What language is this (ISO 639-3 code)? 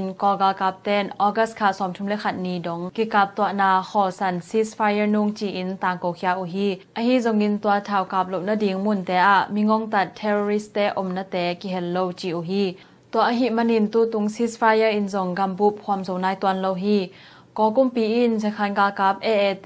ctd